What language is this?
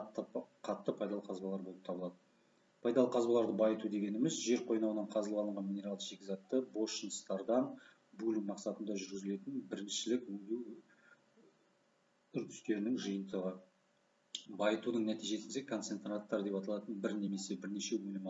Kazakh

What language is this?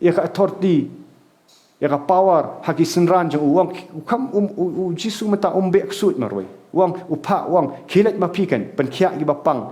Khasi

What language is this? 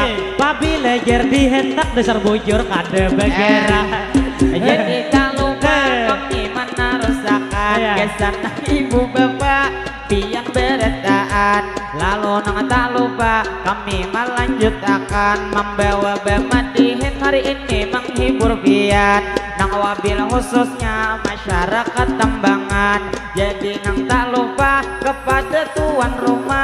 Banjar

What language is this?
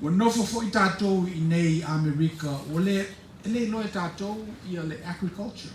Samoan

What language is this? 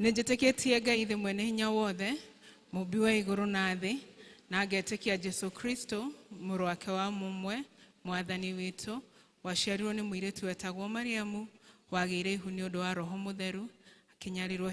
Kikuyu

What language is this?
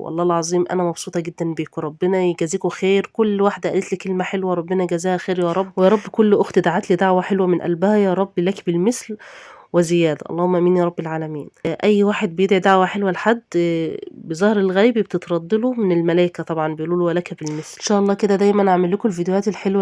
Egyptian Arabic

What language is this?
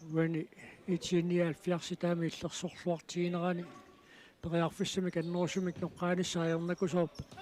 Kalaallisut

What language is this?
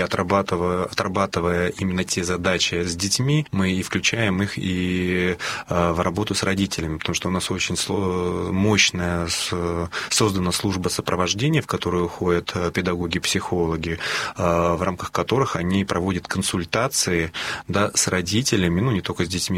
Russian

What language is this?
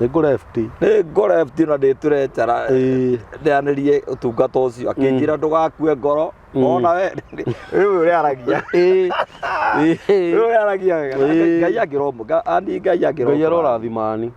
Kikuyu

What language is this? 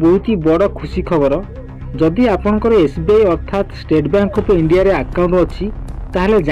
Odia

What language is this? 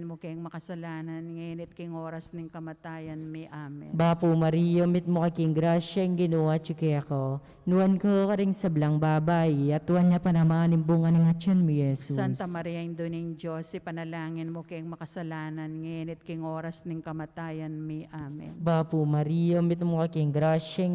Pampanga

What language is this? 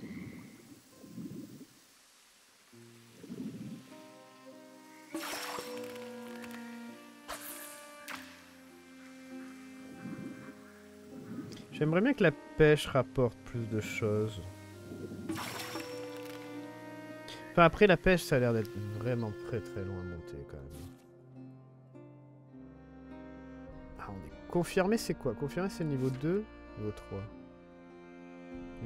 French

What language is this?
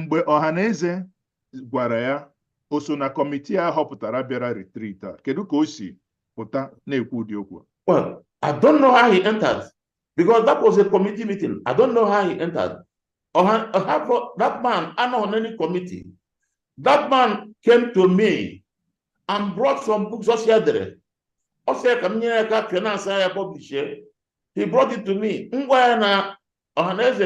Igbo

